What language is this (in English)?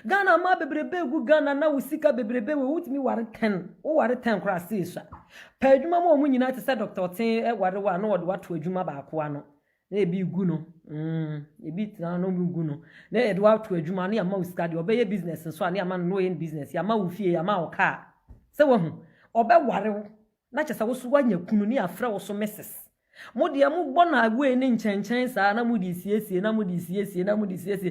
Akan